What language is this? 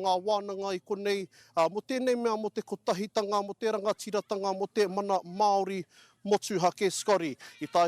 Māori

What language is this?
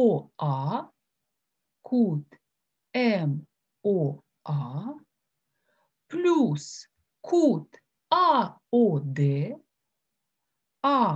Ukrainian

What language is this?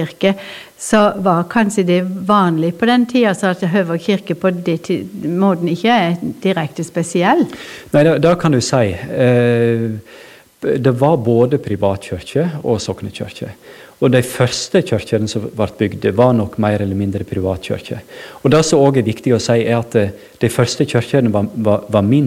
Norwegian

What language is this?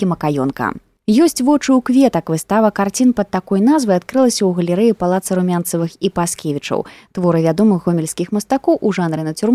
Belarusian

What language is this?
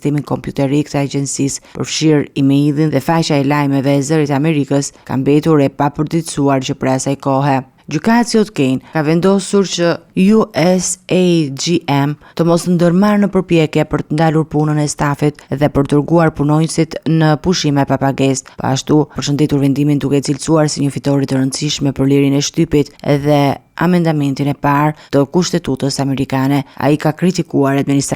Albanian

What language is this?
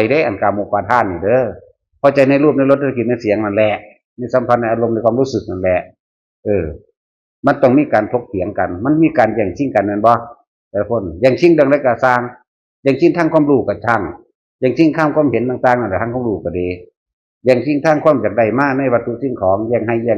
Northeastern Thai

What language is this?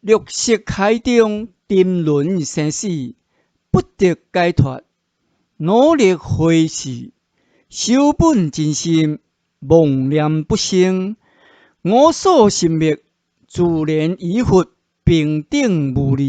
Min Nan Chinese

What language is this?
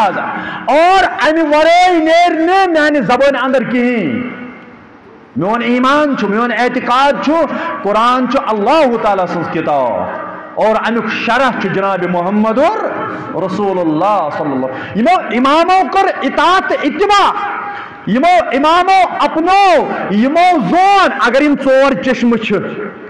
Kashmiri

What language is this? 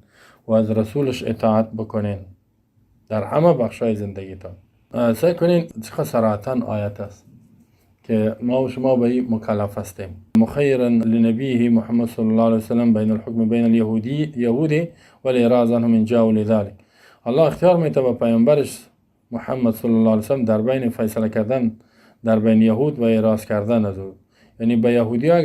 Persian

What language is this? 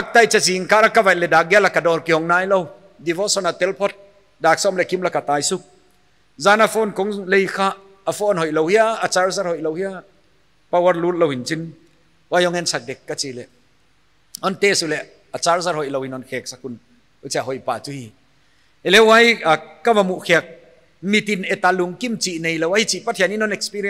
Paite Chin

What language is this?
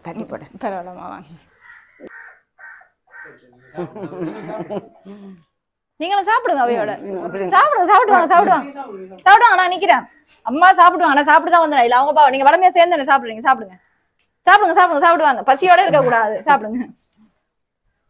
Tamil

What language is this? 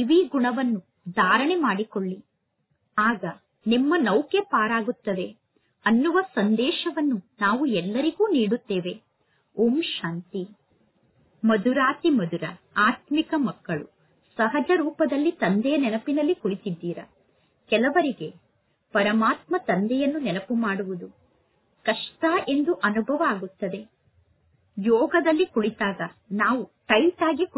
Kannada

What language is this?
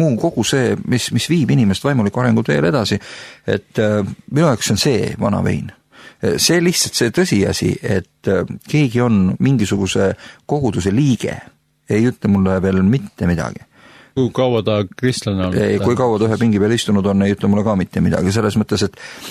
Estonian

